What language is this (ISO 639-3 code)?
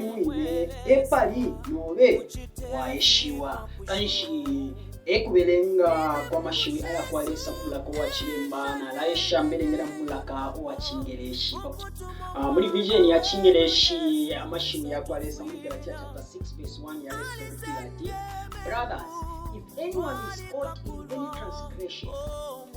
bem